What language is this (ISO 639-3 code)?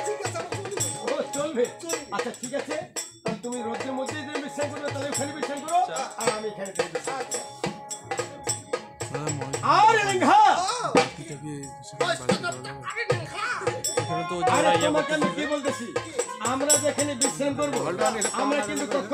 ben